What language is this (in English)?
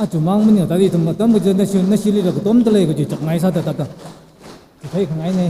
Tangkhul Naga (India)